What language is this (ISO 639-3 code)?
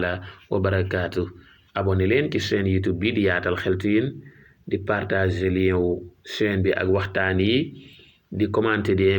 wol